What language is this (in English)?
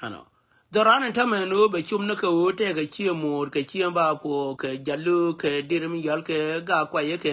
Nuer